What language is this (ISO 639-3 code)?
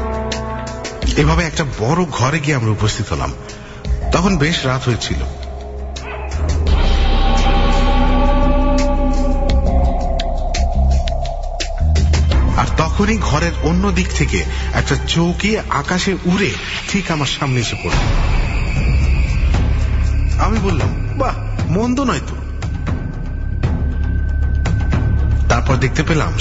ben